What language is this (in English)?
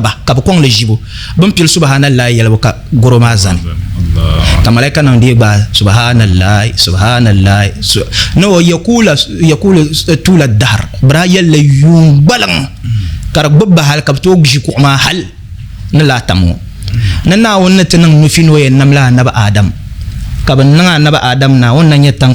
Dagbani